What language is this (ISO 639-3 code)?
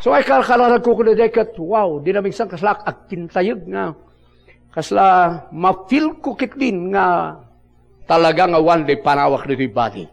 ilo